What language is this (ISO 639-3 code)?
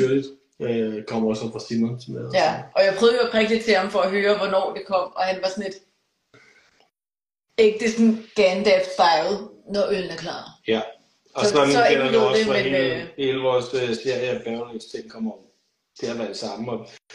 dan